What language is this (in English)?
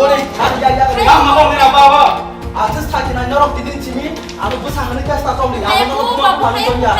Kok Borok